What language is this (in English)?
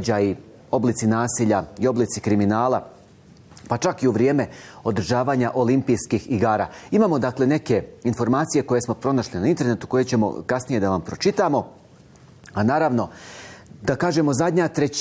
Bosnian